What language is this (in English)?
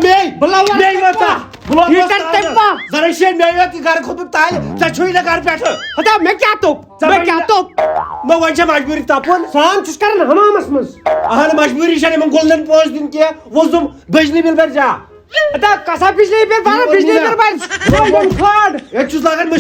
Kashmiri